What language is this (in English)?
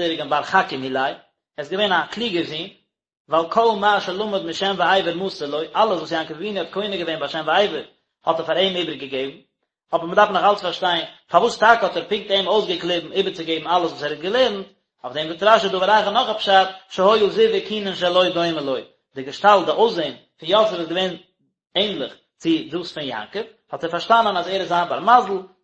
Yiddish